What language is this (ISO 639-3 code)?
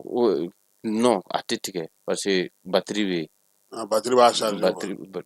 bam